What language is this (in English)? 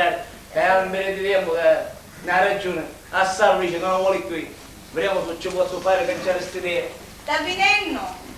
Sicilian